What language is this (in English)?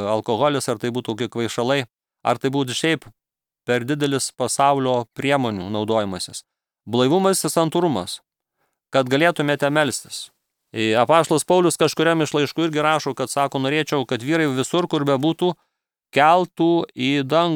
Lithuanian